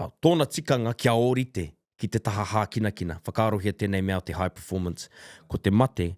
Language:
Māori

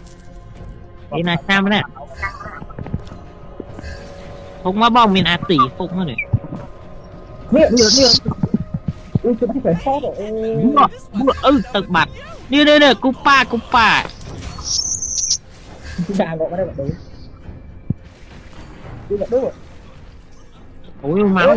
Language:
Vietnamese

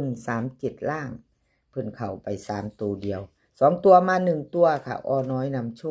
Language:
Northeastern Thai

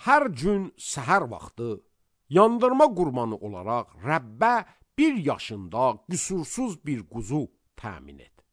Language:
Azerbaijani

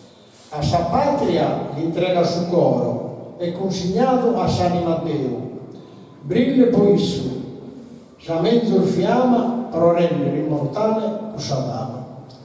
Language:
Sardinian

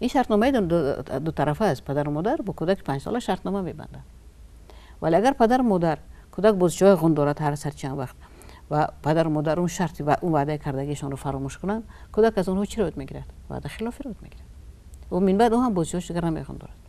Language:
Tajik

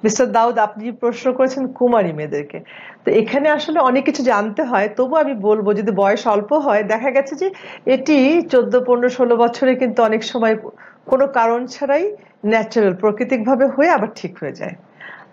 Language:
Bangla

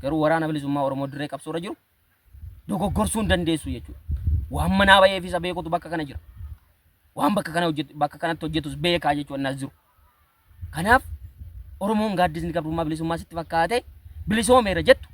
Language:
Oromo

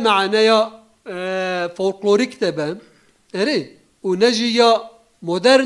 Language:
Kurdish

